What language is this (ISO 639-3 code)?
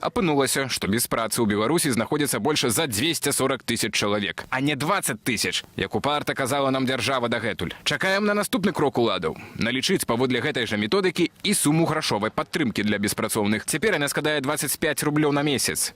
bel